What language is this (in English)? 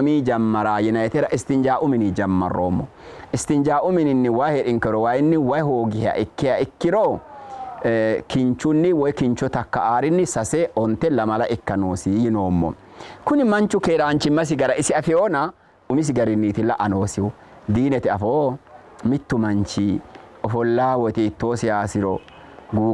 Sidamo